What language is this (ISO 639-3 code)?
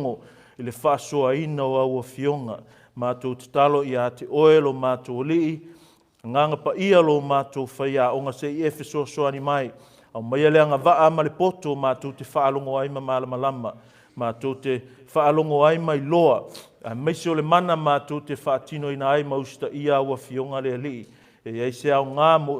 smo